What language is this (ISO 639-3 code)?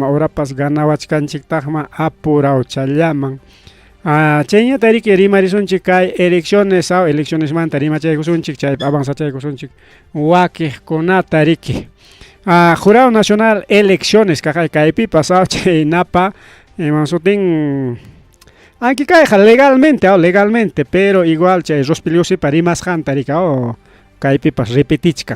quy